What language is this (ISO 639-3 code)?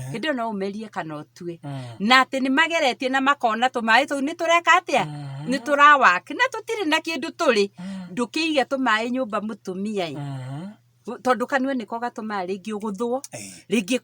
kik